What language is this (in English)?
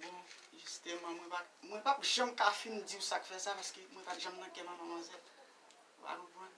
Haitian Creole